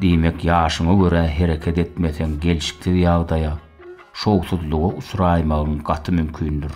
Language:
Turkmen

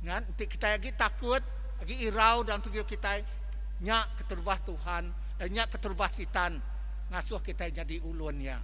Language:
Iban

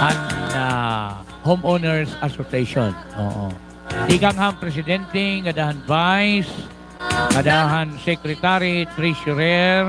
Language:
Waray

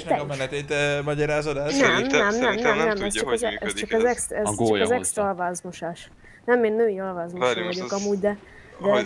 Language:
Hungarian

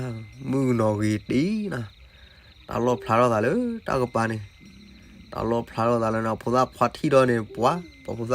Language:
S'gaw Karen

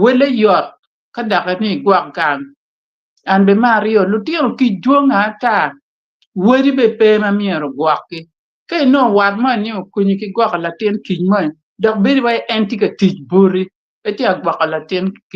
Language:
Acoli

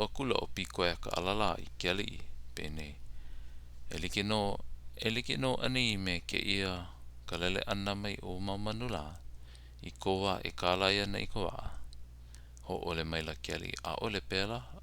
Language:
Hawaiian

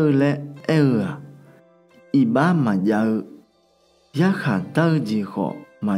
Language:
Akha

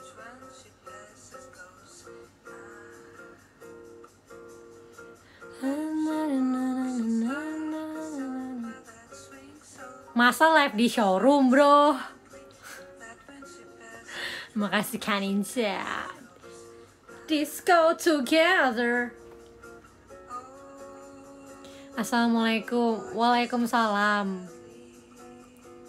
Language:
Indonesian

